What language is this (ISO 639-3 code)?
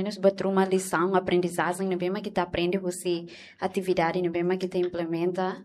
tet